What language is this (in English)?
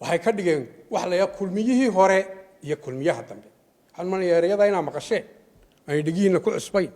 Somali